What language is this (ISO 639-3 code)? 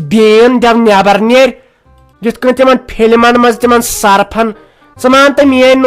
kas